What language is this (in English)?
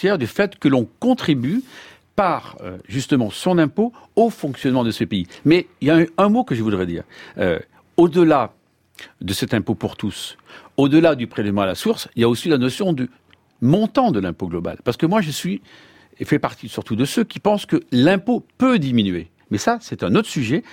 French